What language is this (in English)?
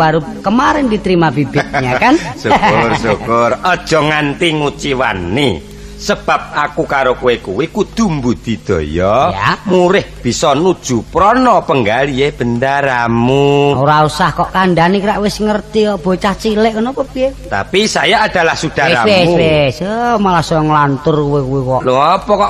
Javanese